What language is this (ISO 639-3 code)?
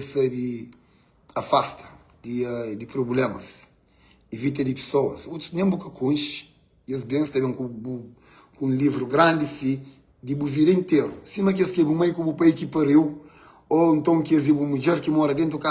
kea